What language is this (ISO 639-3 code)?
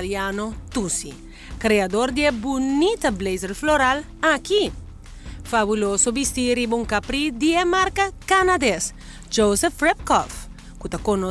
pap